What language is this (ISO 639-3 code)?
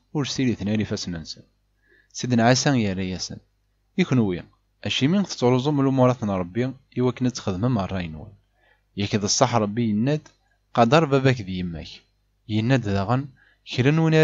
kab